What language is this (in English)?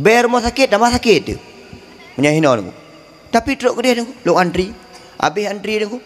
Achinese